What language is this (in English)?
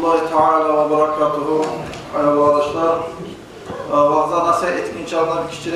Kumyk